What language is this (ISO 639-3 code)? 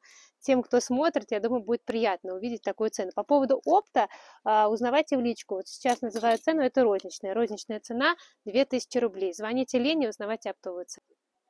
rus